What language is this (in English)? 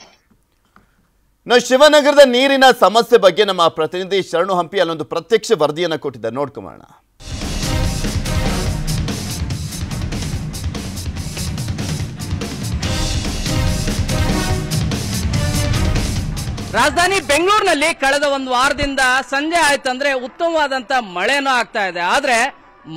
Kannada